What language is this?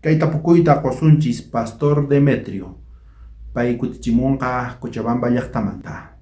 South Bolivian Quechua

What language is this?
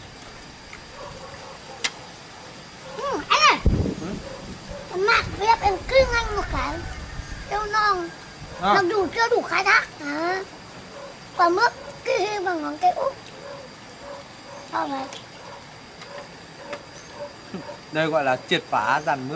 Vietnamese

